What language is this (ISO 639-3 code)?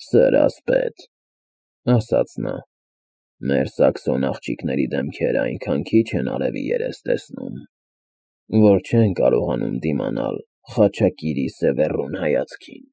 hye